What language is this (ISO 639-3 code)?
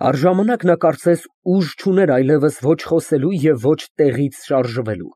hye